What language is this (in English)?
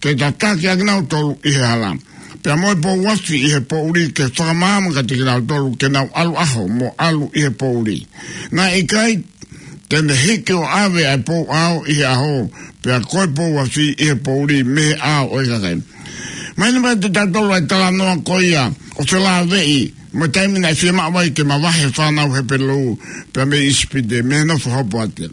Tongan